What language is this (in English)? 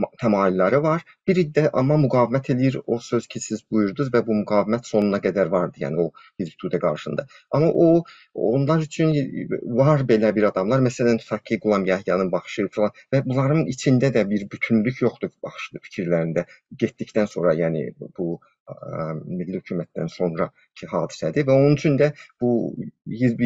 South Azerbaijani